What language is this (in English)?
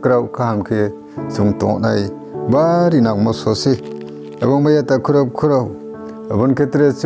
Riang (India)